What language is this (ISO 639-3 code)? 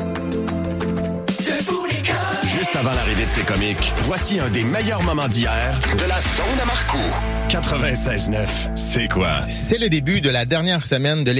fra